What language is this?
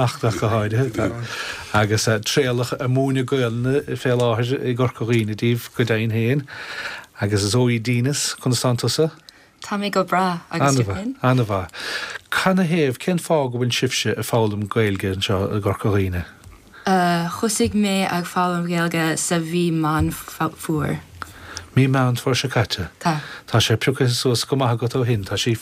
Irish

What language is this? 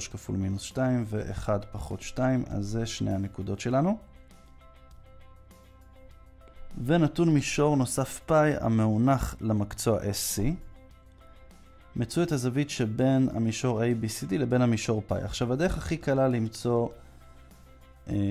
Hebrew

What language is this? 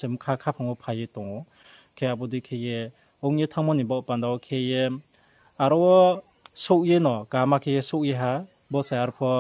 Riang (India)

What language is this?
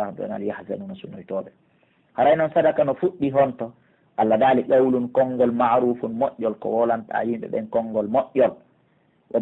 Pular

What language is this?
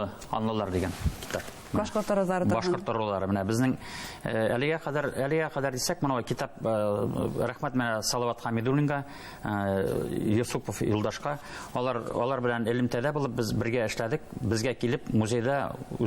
Bashkir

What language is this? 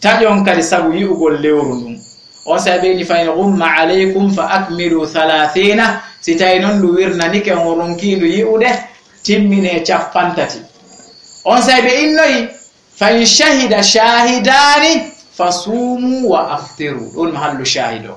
Fula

